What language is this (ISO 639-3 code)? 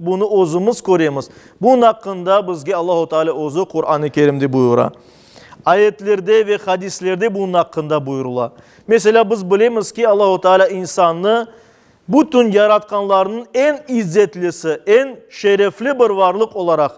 crh